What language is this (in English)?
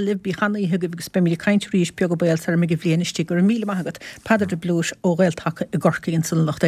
Irish